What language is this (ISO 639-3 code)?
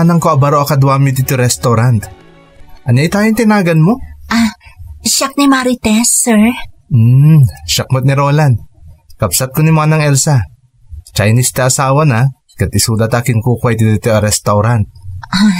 ilo